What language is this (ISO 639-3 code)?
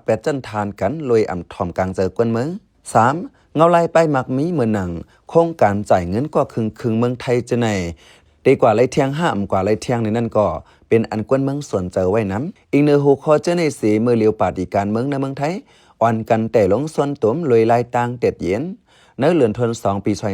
shn